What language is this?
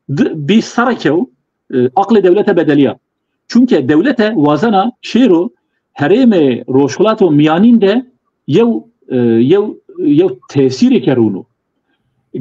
Zaza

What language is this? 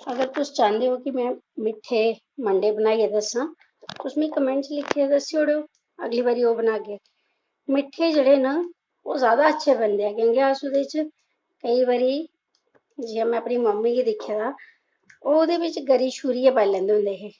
Dogri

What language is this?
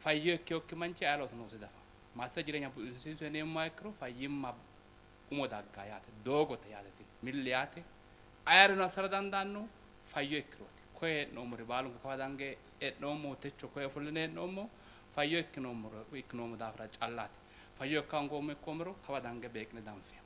Sidamo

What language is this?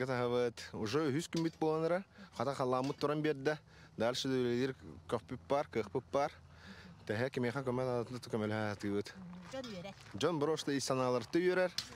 Yakut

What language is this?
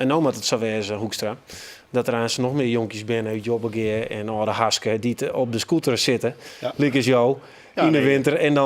Western Frisian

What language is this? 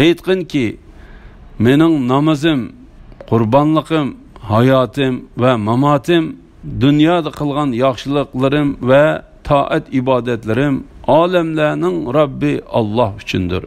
Uyghur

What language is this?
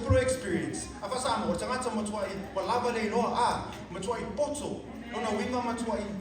Samoan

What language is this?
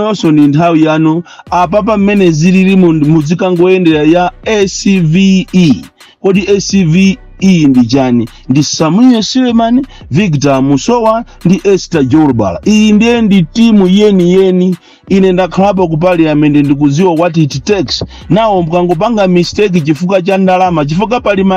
Nyanja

